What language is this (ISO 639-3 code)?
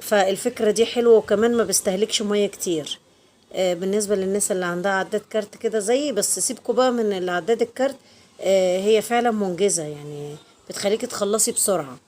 arz